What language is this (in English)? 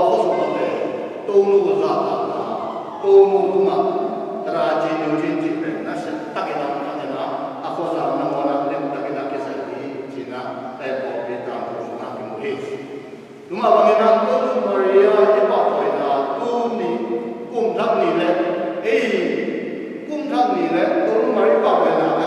Tedim Chin